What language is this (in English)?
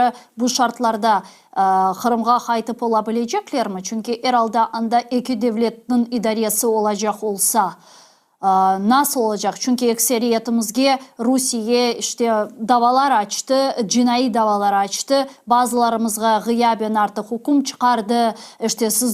Crimean Tatar